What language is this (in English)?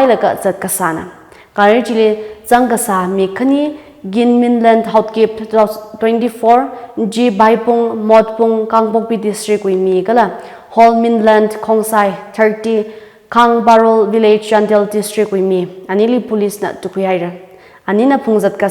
Tangkhul Naga (India)